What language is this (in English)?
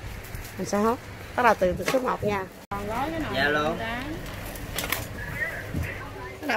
Vietnamese